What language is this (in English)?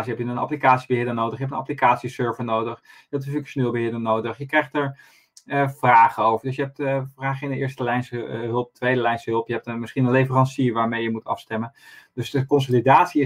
Dutch